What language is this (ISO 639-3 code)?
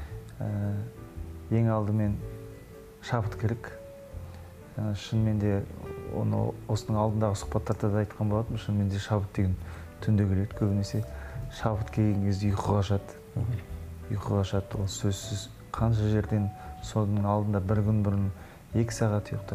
kaz